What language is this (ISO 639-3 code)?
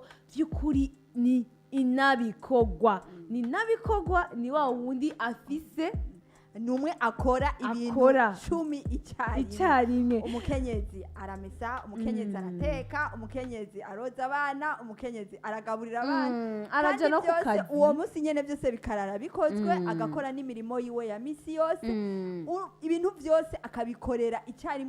run